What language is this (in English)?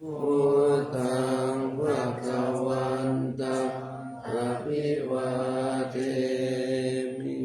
Pali